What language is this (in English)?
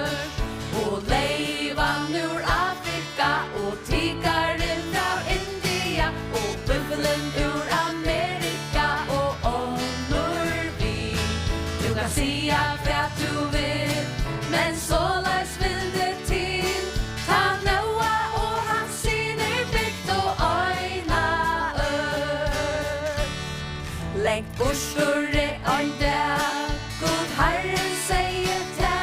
Faroese